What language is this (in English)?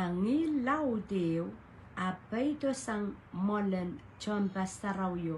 Pohnpeian